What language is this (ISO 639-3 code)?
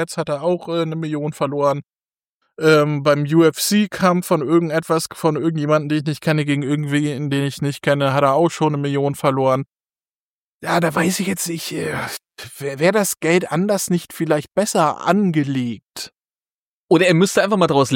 deu